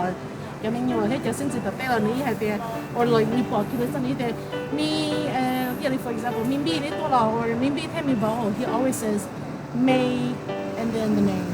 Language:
Hmong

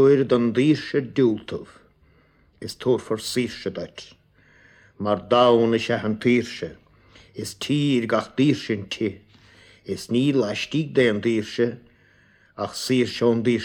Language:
Irish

